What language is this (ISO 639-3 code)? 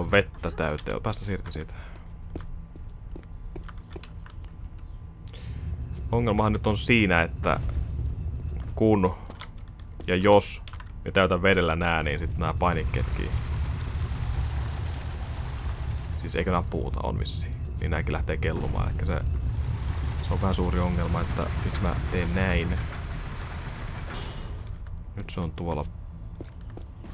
fin